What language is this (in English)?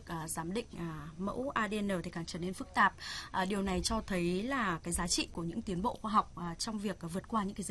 Vietnamese